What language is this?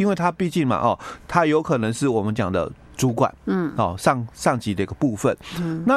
Chinese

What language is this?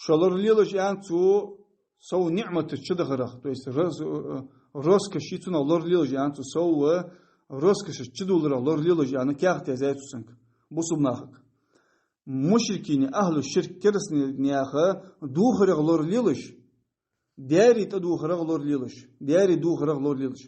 Ingush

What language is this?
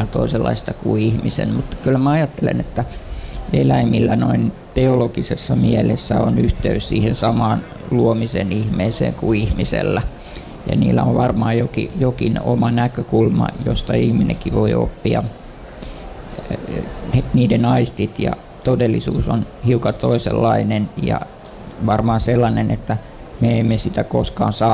Finnish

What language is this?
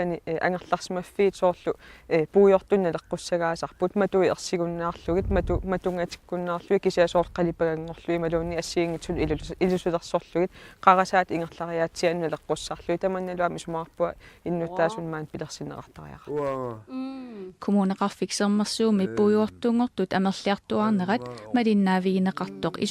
Kalaallisut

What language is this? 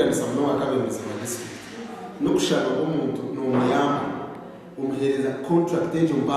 Nyankole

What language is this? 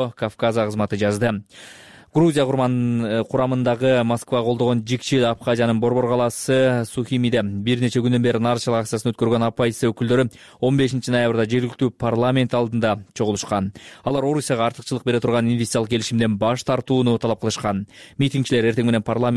Kyrgyz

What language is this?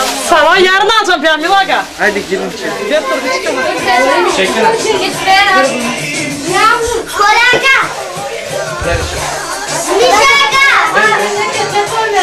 Turkish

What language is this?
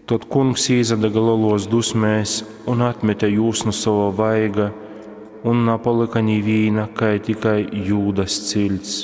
Latgalian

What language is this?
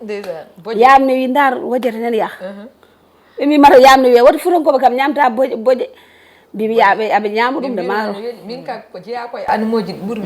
Fula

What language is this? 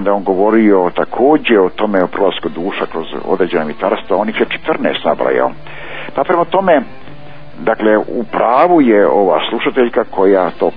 Croatian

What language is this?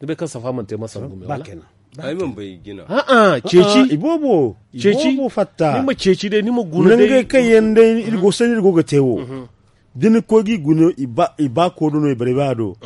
Zarma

